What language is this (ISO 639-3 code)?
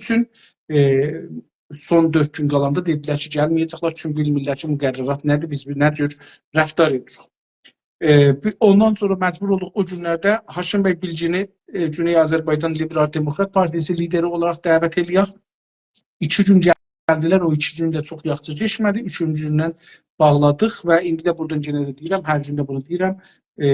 azb